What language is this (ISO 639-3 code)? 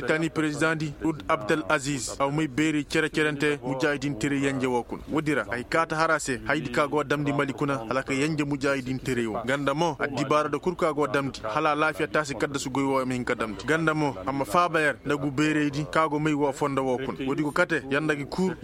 ses